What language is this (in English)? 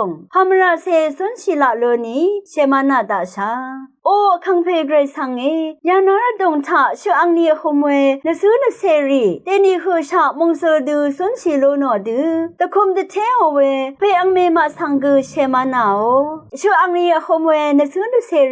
Rawang